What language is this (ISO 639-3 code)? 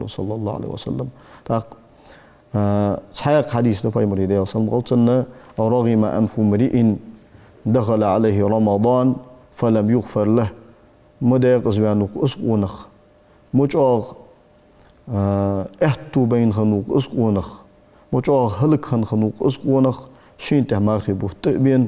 inh